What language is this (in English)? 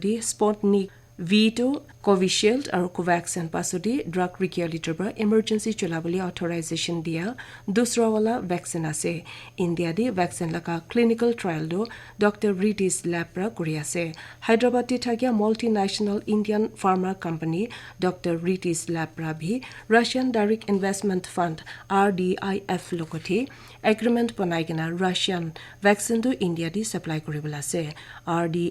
Naga Pidgin